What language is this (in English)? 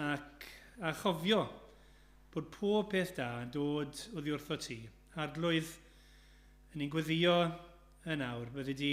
Welsh